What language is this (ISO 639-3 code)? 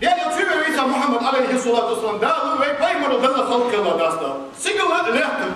inh